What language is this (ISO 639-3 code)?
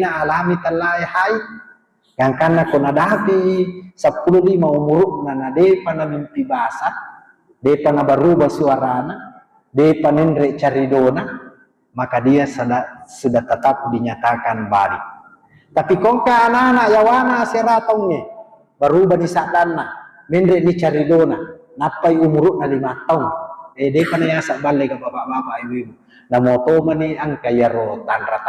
bug